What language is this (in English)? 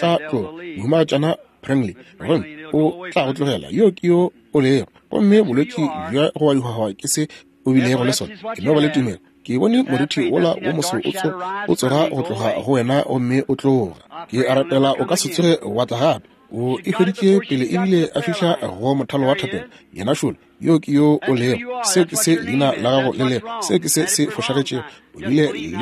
Northern Sotho